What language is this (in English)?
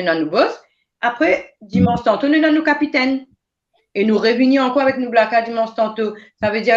Morisyen